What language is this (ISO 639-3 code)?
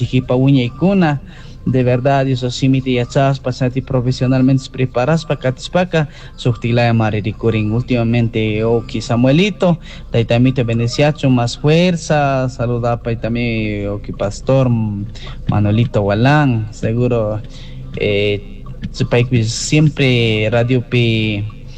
qug